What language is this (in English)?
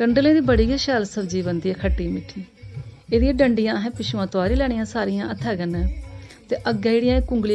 Dogri